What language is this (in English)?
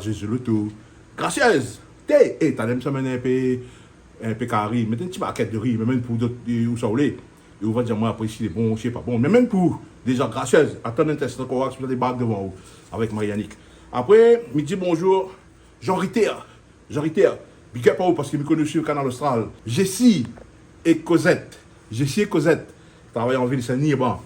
Réunion Creole French